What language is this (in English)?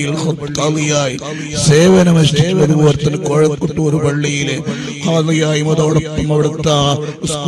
Malayalam